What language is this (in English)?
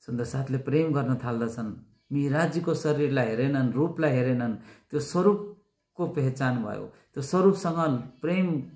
Nepali